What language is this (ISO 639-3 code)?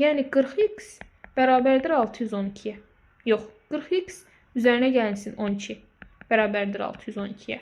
aze